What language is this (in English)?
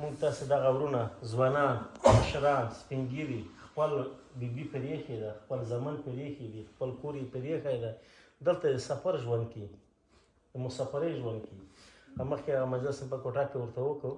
Pashto